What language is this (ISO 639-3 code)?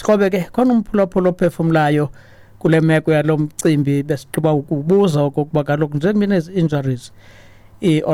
xho